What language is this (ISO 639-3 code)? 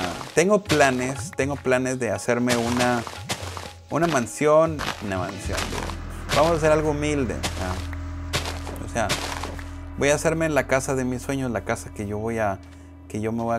spa